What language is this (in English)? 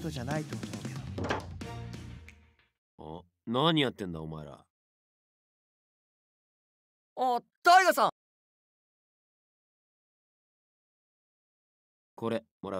Japanese